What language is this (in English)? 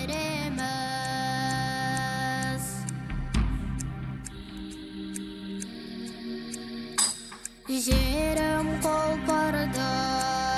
Kazakh